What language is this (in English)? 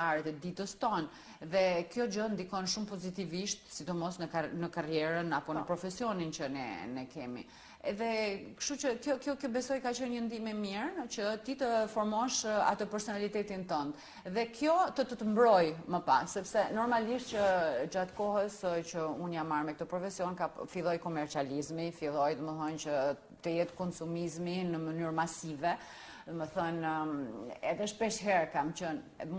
Albanian